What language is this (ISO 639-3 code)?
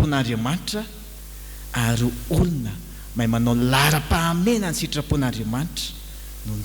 mlg